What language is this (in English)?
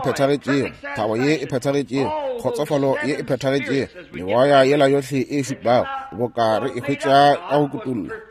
Northern Sotho